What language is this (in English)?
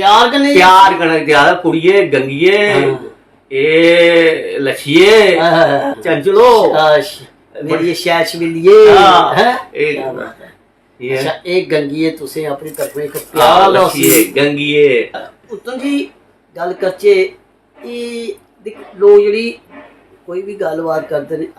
Dogri